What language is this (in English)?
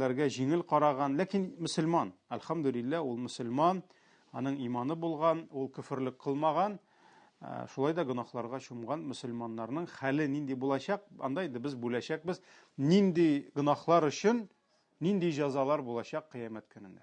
Tatar